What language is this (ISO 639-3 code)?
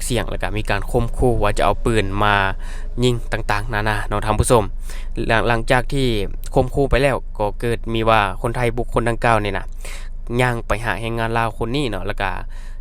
lao